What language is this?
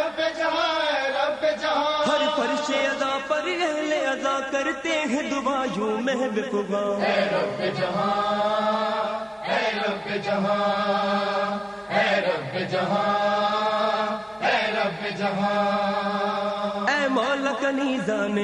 Urdu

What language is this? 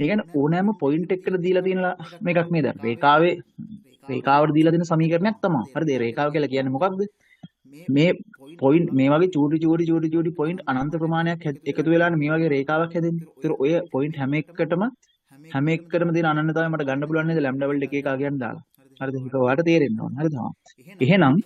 Sinhala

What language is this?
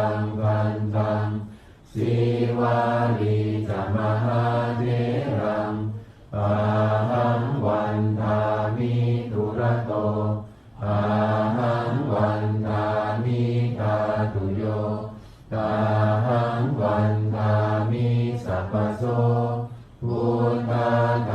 Pali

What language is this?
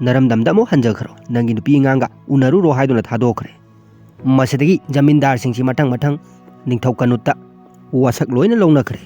Manipuri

